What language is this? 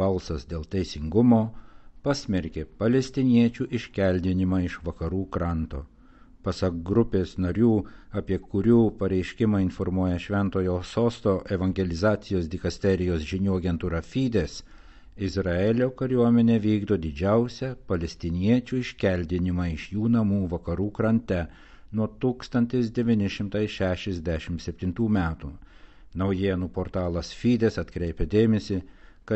Lithuanian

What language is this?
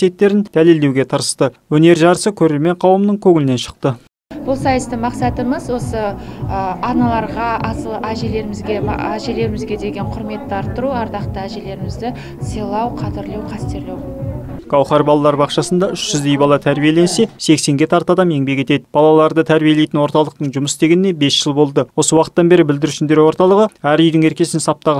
Kazakh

